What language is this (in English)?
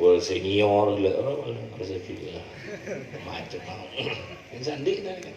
Madurese